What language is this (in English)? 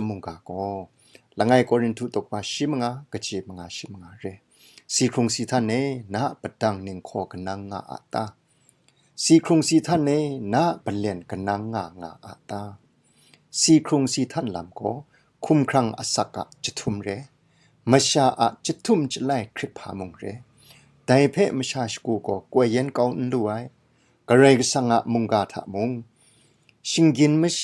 Kachin